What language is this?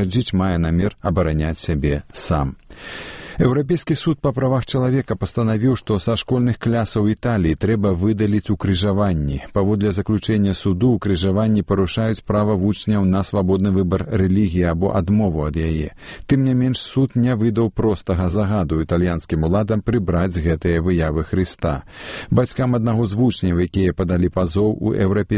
Belarusian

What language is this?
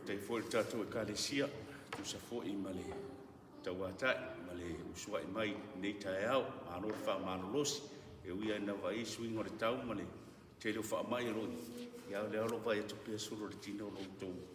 Samoan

